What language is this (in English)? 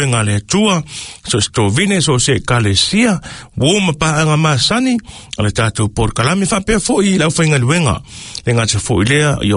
Samoan